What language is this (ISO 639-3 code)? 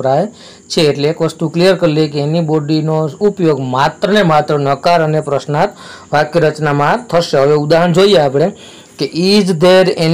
guj